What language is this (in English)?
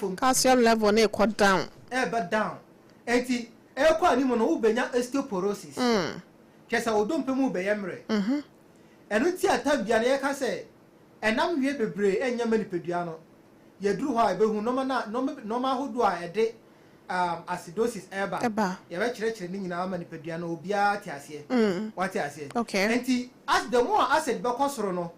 Akan